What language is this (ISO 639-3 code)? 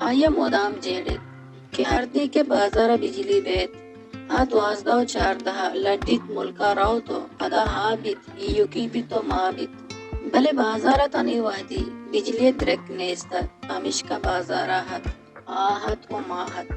bal